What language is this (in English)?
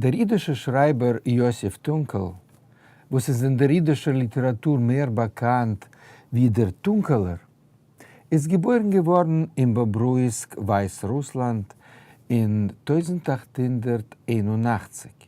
Yiddish